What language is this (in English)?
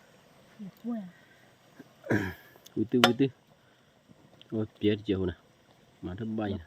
S'gaw Karen